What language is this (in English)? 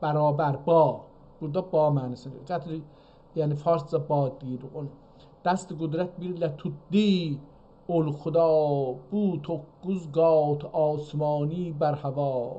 South Azerbaijani